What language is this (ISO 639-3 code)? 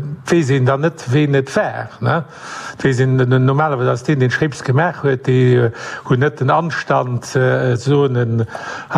ltz